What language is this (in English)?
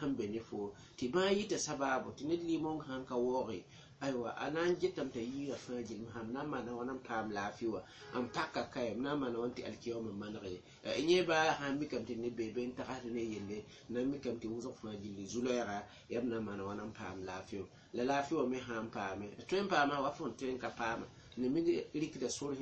Mossi